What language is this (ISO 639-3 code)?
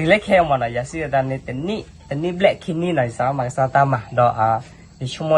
ksw